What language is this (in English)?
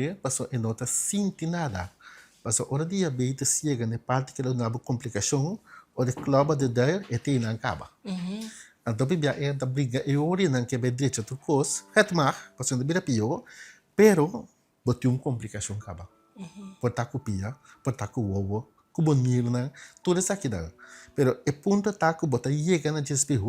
Papiamento